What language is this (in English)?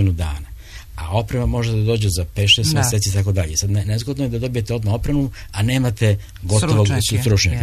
Serbian